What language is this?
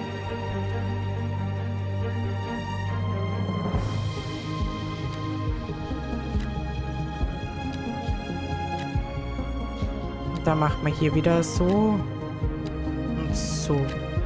German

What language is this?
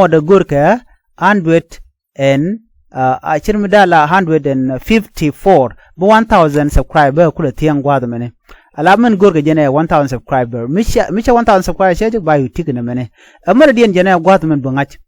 Nuer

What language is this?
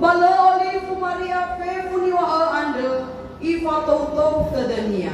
Nias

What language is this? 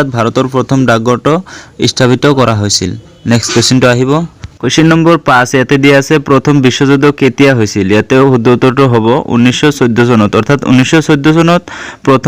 Assamese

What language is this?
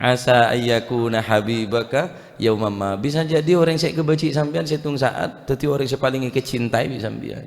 Madurese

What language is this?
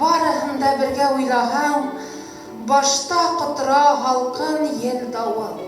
Bashkir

